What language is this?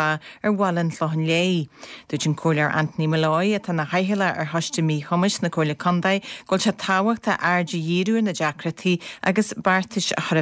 Irish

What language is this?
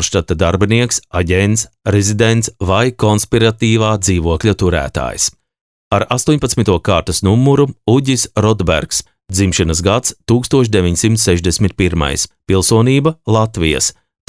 Latvian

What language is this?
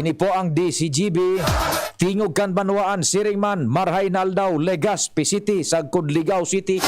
Bikol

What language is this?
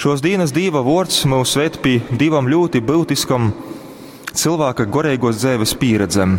Latgalian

